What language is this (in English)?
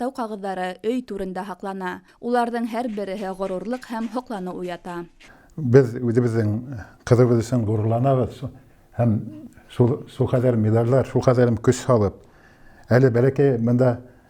Bashkir